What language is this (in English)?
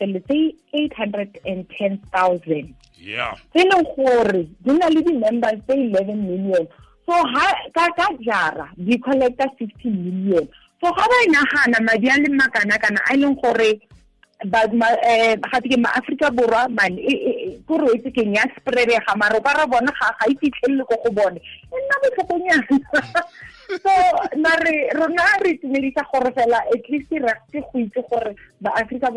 Tswana